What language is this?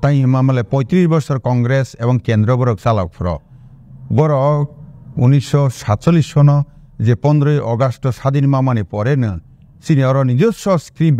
Kok Borok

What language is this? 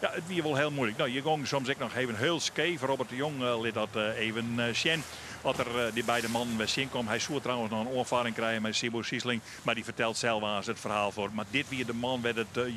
Western Frisian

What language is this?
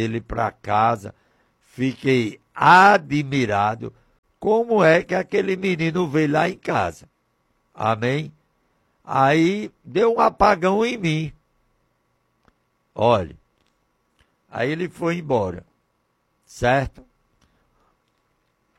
Portuguese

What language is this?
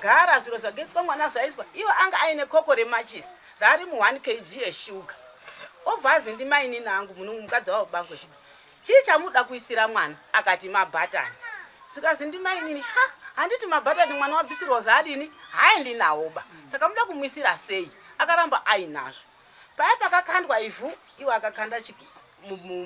Shona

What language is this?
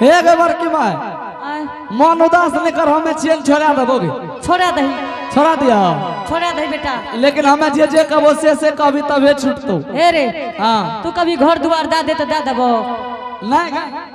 Angika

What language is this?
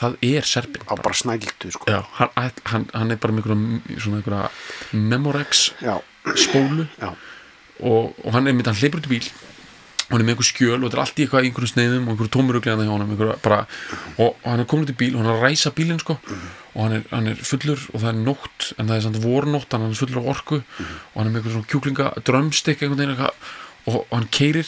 Icelandic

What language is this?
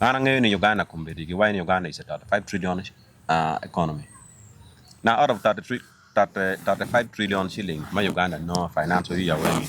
Acoli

